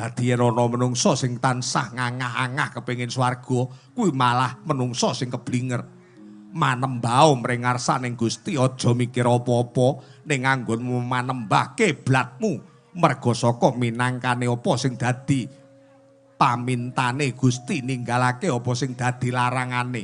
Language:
Javanese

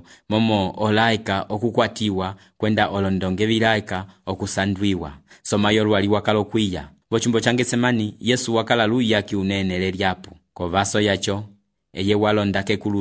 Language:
Umbundu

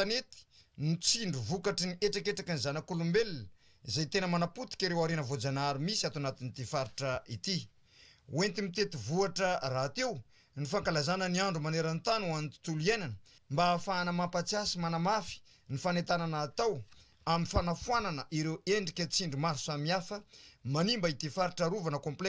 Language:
Malagasy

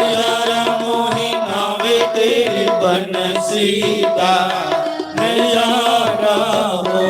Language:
Dogri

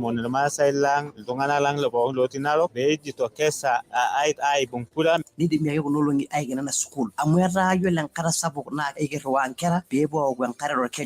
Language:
Masai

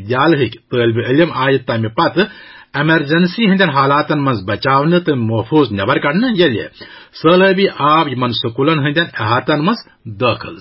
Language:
Kashmiri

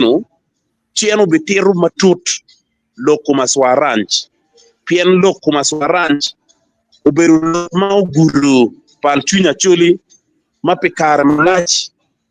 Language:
Acoli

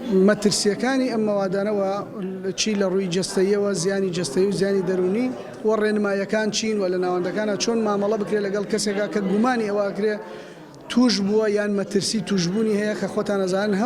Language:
Central Kurdish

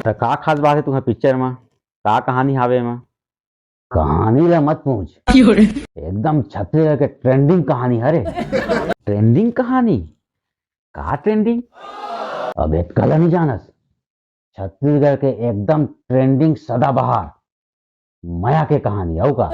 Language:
Chhattisgarhi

